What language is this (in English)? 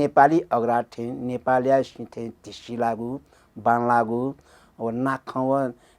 Newari